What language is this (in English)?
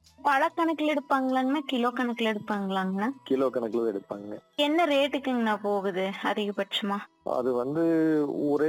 Tamil